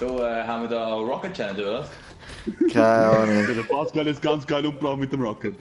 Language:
Swiss German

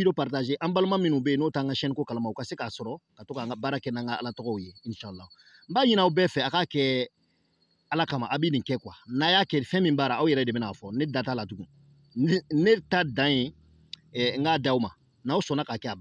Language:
Bambara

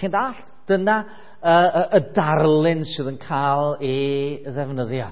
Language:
Welsh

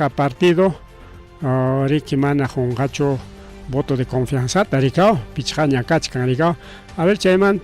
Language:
Ayacucho Quechua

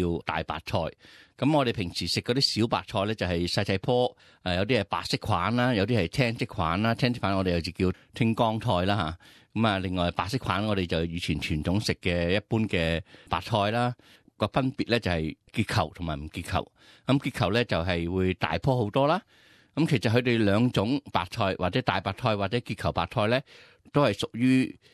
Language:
Cantonese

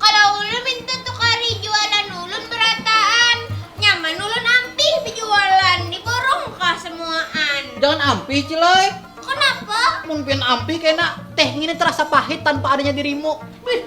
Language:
Banjar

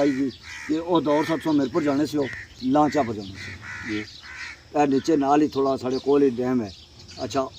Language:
Pahari-Potwari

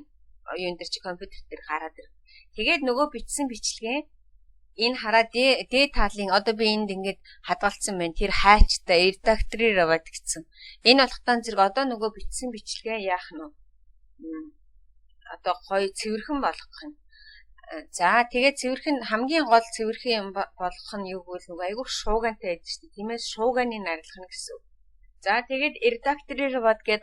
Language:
Mongolian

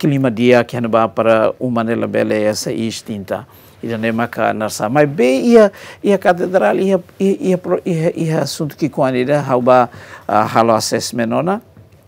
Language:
Tetum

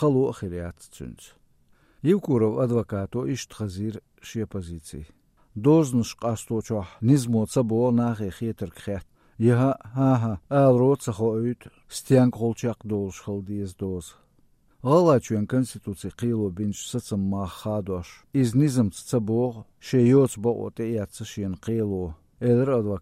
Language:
Chechen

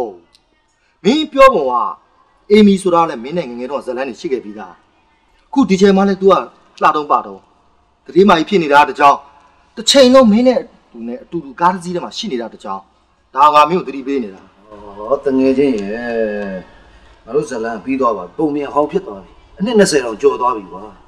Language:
Burmese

